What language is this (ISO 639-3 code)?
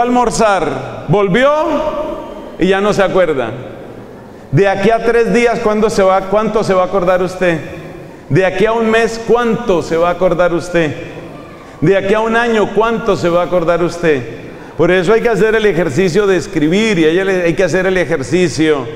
spa